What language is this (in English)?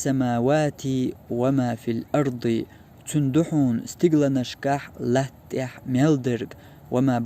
Chechen